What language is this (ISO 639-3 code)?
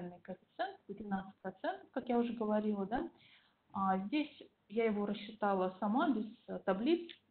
rus